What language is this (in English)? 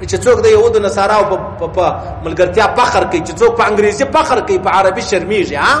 Pashto